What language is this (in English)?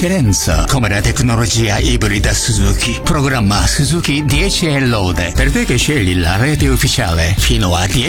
Italian